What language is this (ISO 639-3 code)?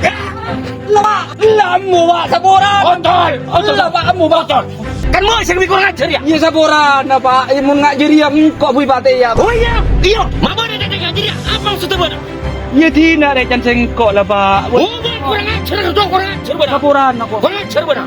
mad